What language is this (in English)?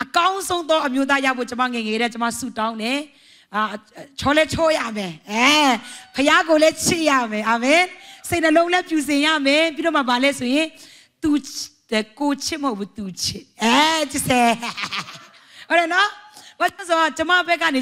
Burmese